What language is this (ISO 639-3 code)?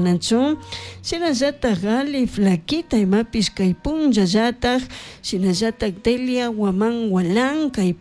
qug